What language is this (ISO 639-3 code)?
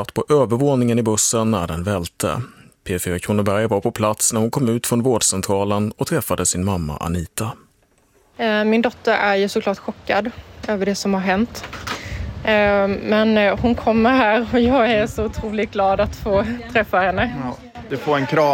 swe